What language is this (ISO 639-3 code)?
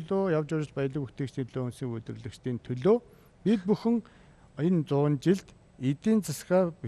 mon